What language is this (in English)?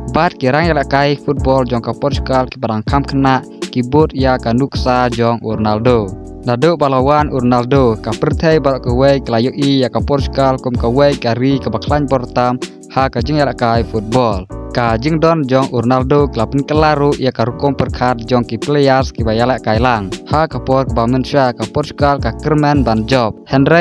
Khasi